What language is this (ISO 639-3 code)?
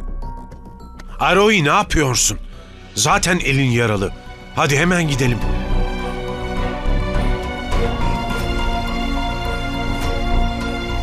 tur